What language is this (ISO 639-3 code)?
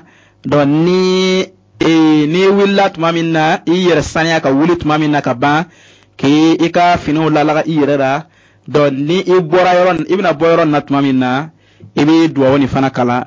bam